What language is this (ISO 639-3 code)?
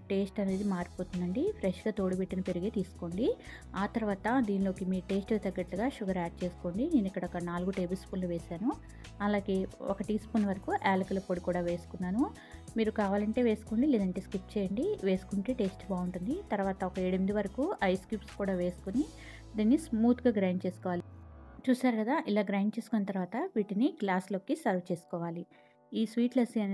tel